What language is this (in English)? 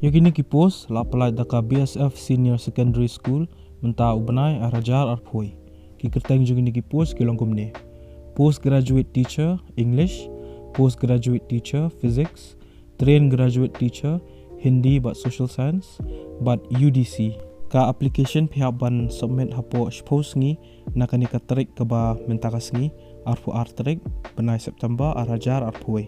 Khasi